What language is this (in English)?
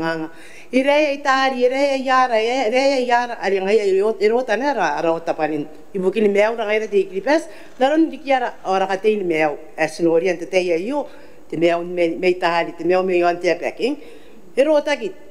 Gilbertese